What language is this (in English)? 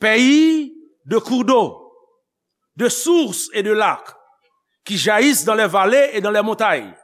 Haitian Creole